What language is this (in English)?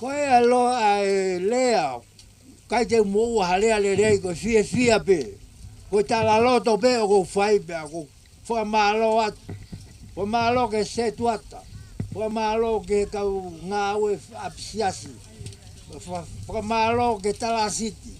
Tongan